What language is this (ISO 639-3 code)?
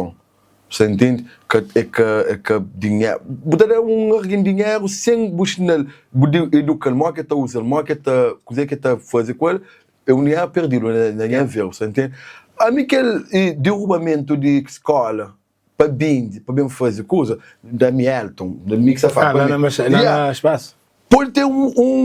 kea